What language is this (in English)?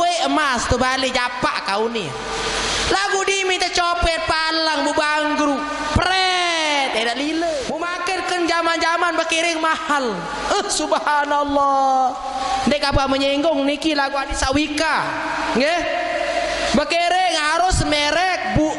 Sasak